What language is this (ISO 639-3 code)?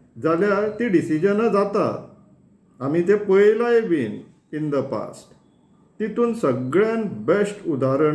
kok